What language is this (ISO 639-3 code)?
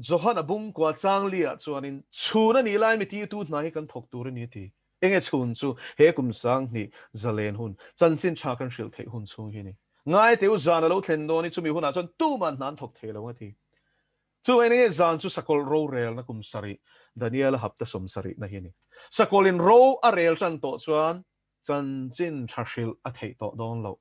lus